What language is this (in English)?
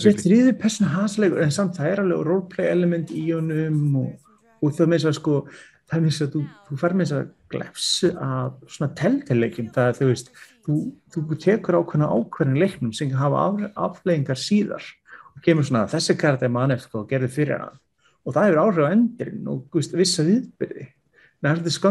Icelandic